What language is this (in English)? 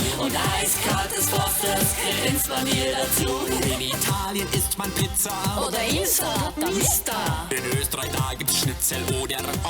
Swiss German